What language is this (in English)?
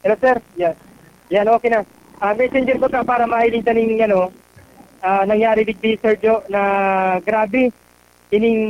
Bikol